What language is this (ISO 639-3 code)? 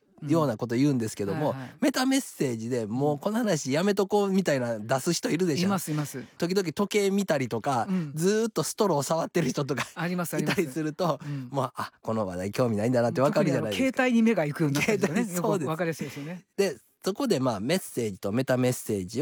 jpn